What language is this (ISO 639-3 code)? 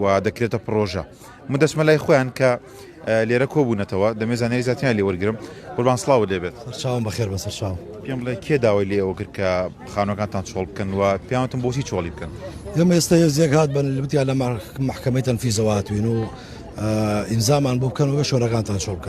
ckb